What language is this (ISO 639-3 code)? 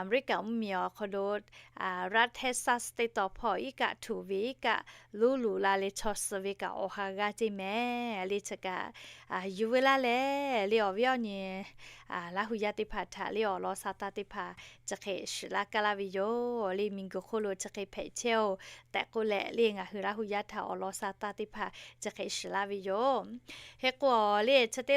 lhu